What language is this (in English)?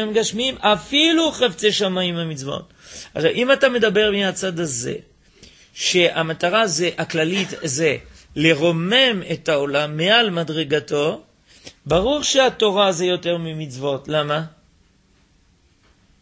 Hebrew